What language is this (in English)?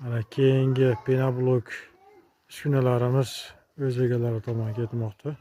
Uzbek